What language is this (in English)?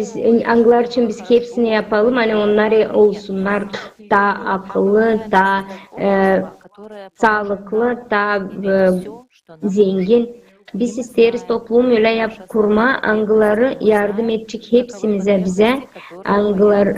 Gagauz